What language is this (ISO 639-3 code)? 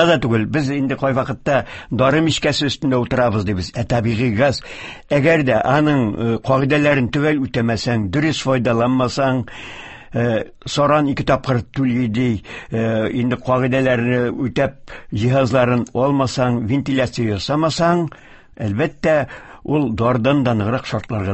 tat